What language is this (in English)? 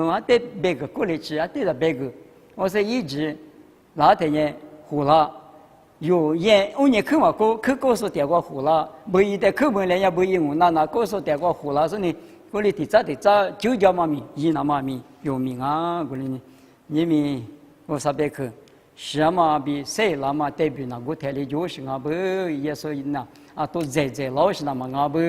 Lisu